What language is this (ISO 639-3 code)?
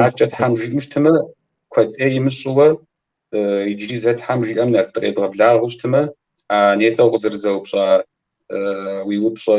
kbd